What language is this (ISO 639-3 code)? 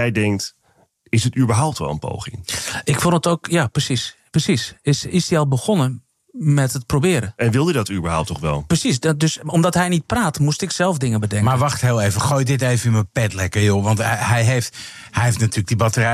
nld